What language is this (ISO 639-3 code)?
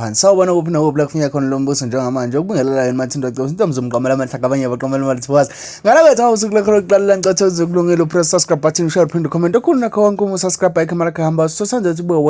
zul